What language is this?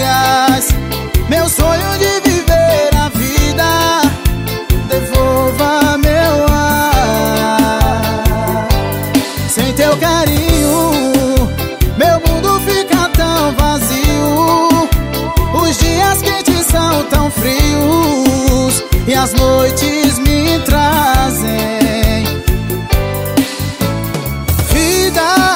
Portuguese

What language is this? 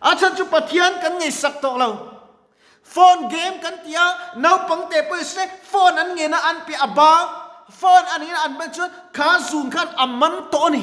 Mizo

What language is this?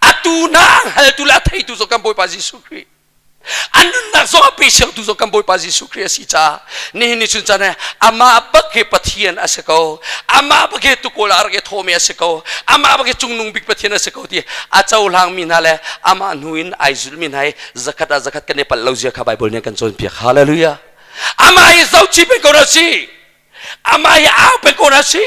Hakha Chin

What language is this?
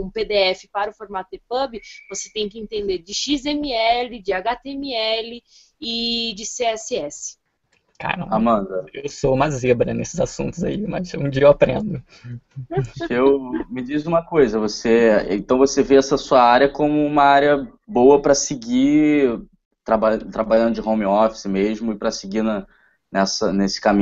Portuguese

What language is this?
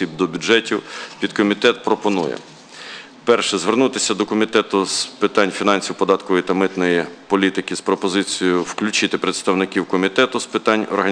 Ukrainian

